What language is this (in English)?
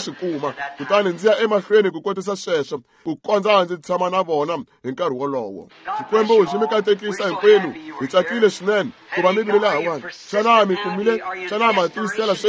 Tsonga